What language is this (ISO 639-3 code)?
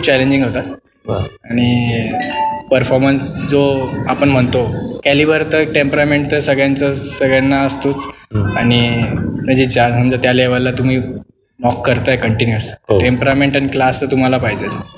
mar